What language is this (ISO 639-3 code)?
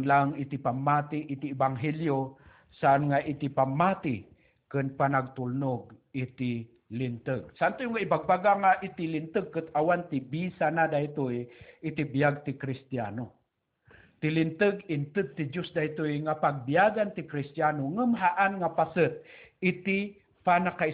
ilo